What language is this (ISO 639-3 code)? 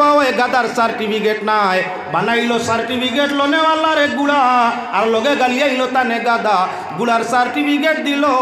syl